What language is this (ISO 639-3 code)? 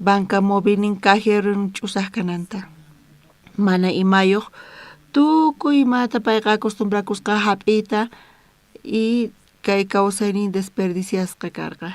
quh